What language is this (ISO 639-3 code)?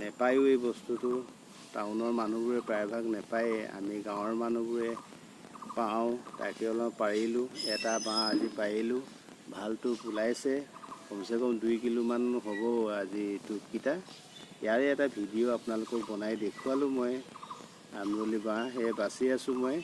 asm